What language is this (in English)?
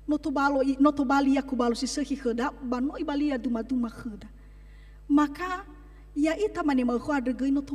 Nias